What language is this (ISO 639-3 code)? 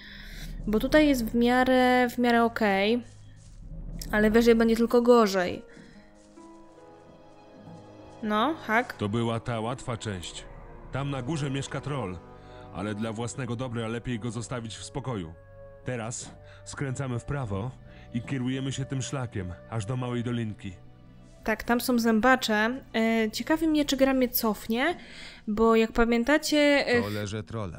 pol